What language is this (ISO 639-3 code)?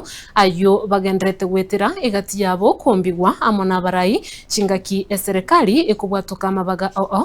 guz